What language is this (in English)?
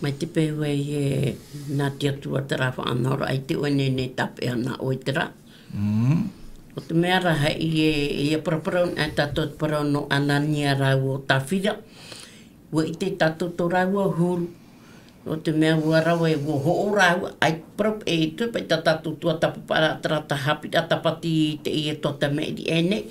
Tahitian